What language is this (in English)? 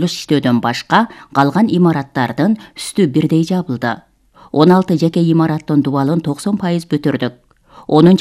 Kyrgyz